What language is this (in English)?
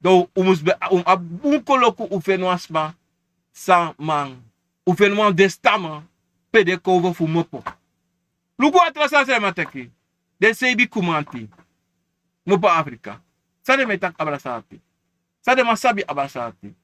Sranan Tongo